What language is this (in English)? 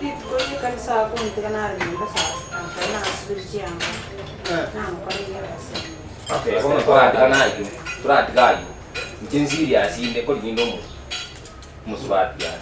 Gusii